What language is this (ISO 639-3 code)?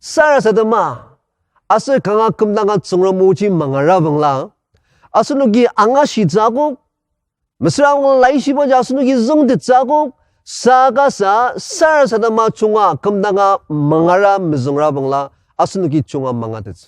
njo